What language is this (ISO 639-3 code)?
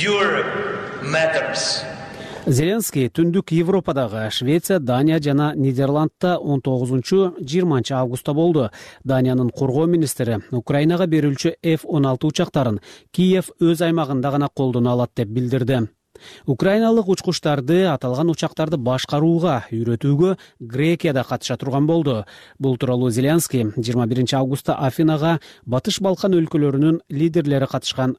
kir